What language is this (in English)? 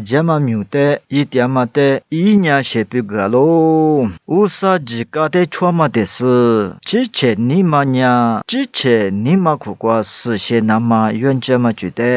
Lisu